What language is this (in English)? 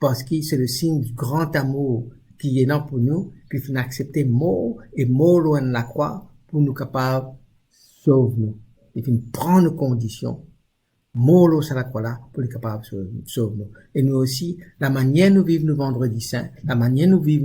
Morisyen